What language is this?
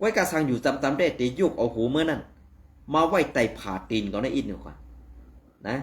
Shan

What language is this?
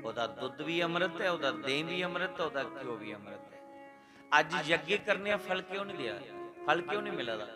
Dogri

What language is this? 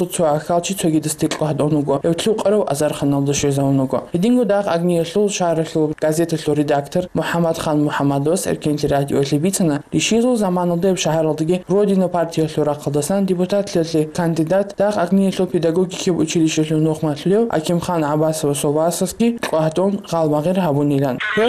Avaric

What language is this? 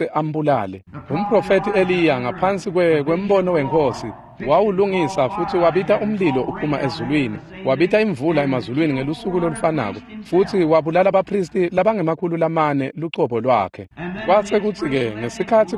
Swati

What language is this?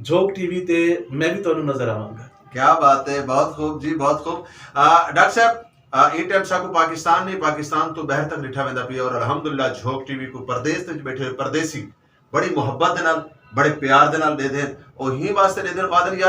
Saraiki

